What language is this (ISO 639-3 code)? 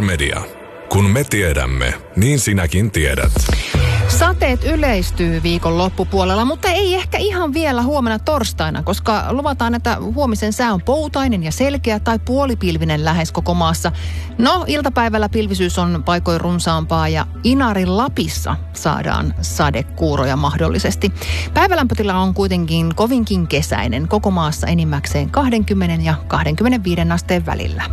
fin